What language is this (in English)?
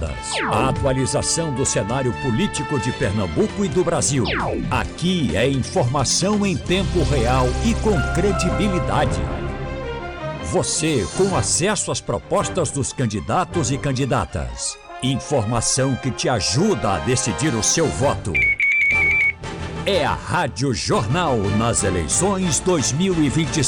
Portuguese